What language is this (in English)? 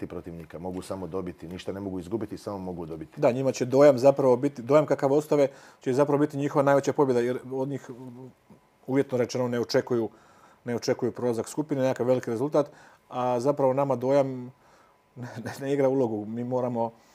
Croatian